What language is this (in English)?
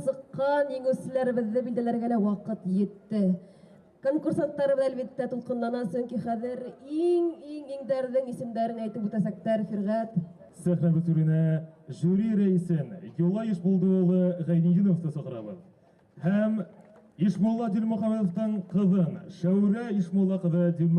Bashkir